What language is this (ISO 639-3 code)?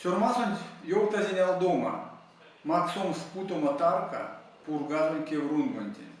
myv